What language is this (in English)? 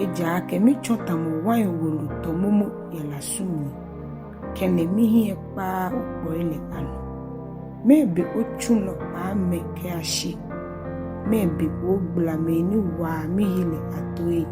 Ga